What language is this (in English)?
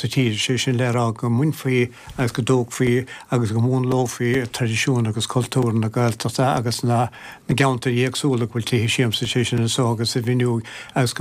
Irish